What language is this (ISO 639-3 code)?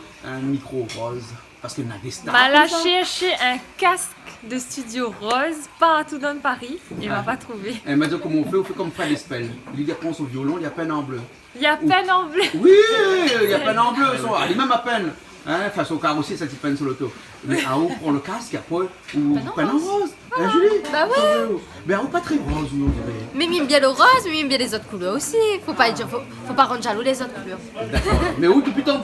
rcf